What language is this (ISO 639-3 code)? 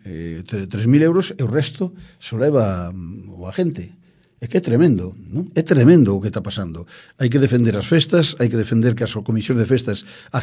glg